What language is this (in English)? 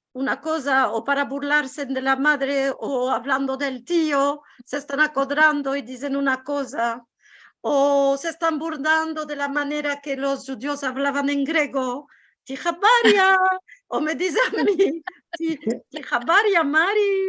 Ladino